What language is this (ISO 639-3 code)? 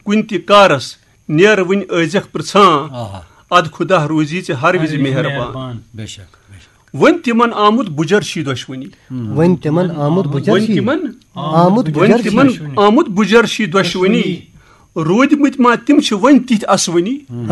kas